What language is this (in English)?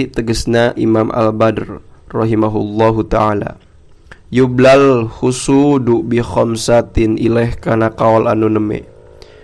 Sundanese